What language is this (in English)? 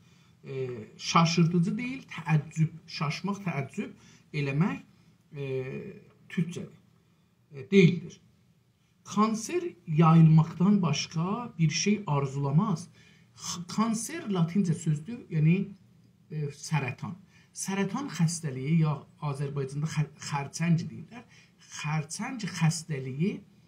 South Azerbaijani